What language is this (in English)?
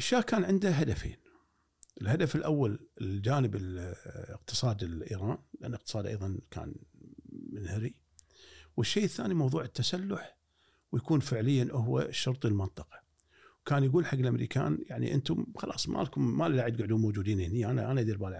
Gulf Arabic